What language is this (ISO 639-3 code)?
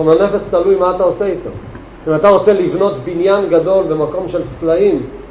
heb